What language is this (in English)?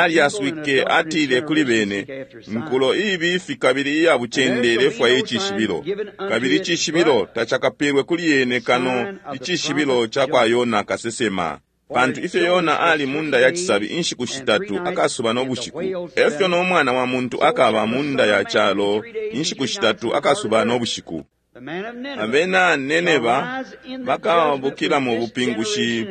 Bemba